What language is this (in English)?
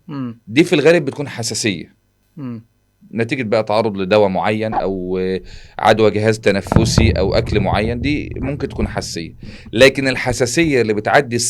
Egyptian Arabic